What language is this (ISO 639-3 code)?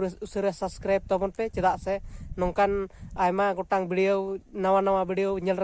sat